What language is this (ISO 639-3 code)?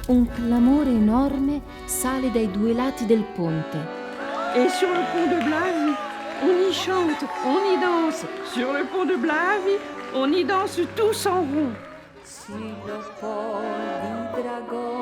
frp